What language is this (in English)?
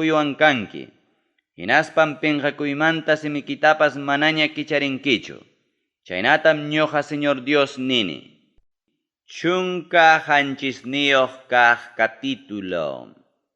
Ayacucho Quechua